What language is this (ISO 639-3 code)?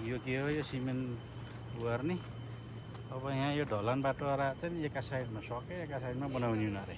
nep